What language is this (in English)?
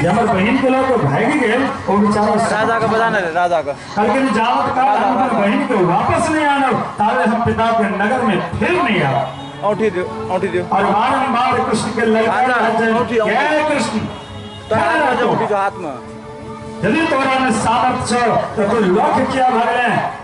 Maithili